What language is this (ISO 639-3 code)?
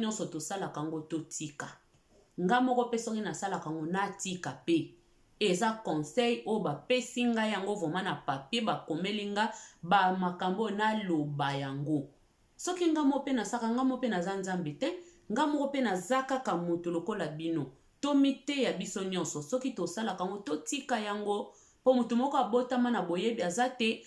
lin